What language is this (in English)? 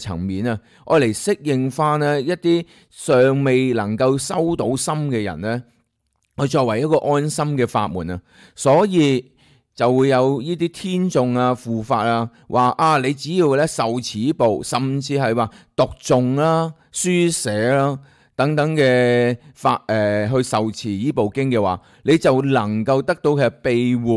Cantonese